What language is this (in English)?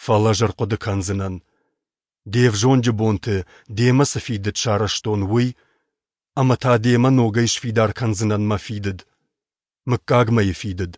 Ossetic